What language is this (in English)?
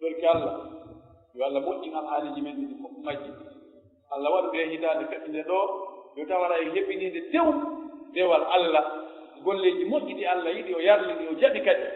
Pular